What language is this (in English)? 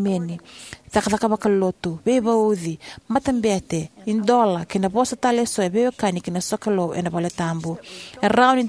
Fijian